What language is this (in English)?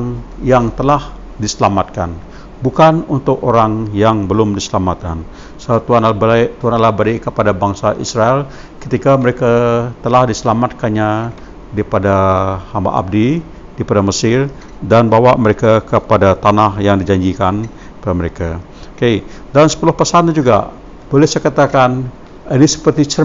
Malay